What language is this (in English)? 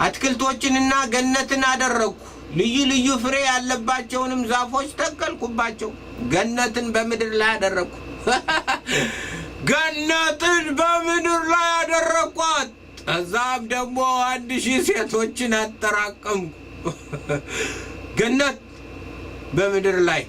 Amharic